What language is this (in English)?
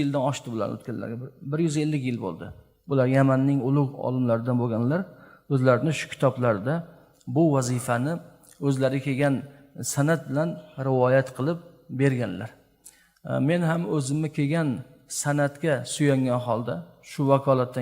Uzbek